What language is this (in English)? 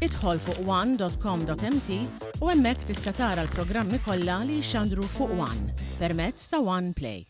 Maltese